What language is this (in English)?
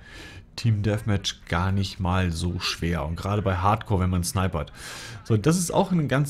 German